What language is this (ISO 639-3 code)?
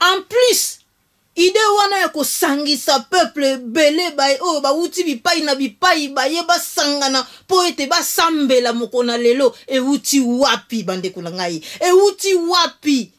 lin